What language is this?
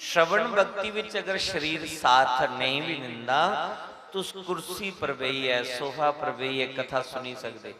Dogri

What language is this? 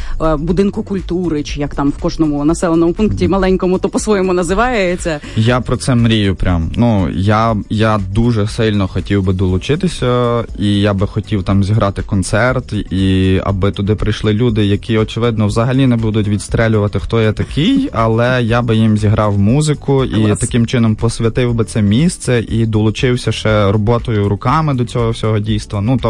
Ukrainian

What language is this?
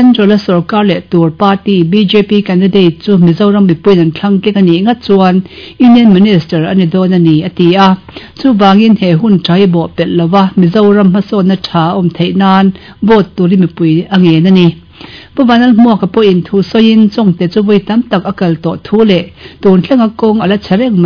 Mizo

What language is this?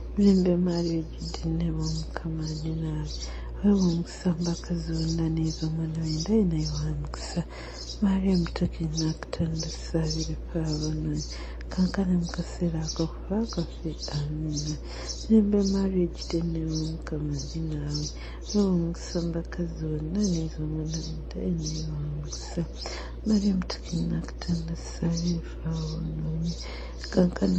Ganda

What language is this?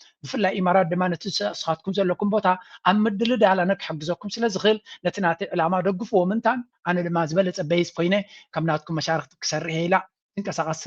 Tigrinya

